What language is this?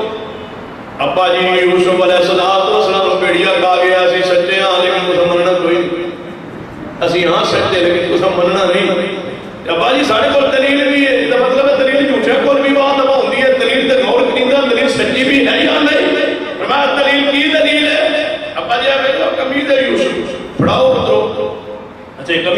Urdu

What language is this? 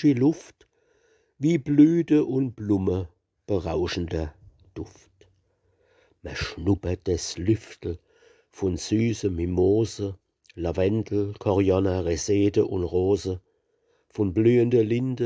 Palatine German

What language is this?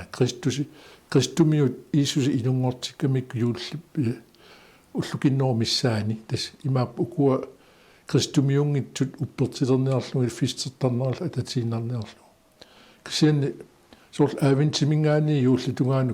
Kalaallisut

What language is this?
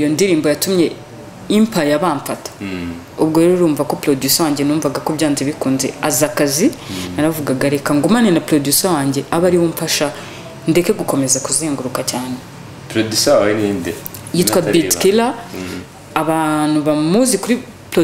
Kinyarwanda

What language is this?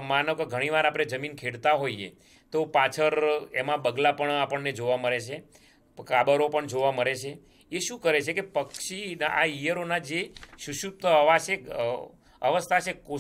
Gujarati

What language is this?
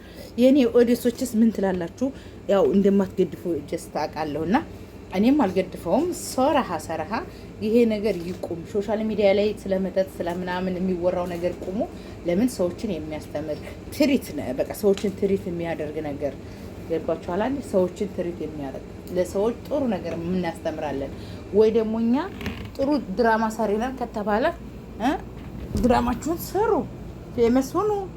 Amharic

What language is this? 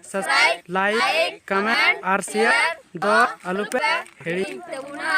Santali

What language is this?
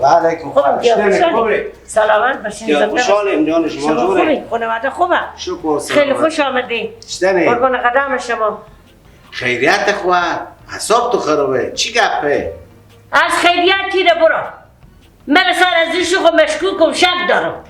Persian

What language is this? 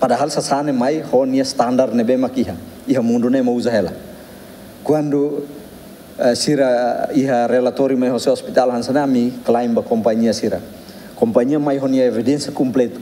Tetum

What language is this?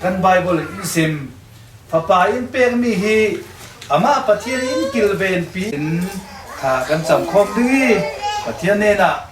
Falam Chin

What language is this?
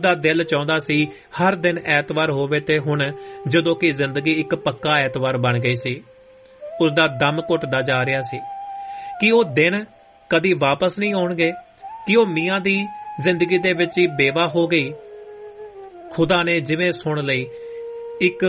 Punjabi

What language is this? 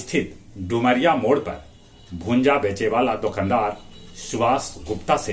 Magahi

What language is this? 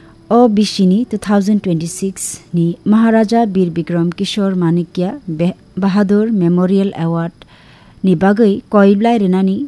Kok Borok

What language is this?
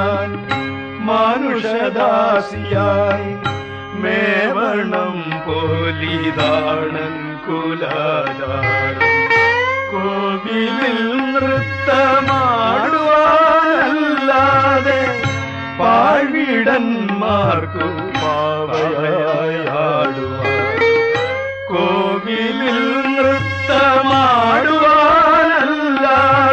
Malayalam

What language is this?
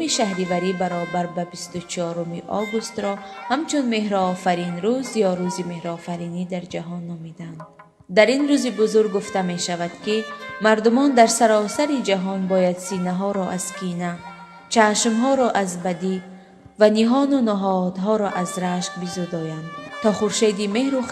Tajik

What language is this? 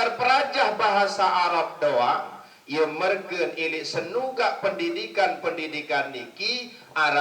Sasak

